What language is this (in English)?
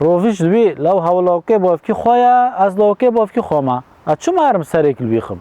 Kurdish